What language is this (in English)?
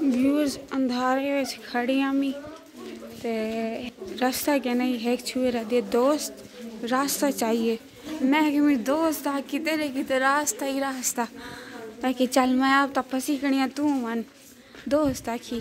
Saraiki